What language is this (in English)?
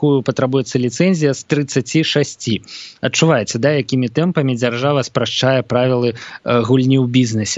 Belarusian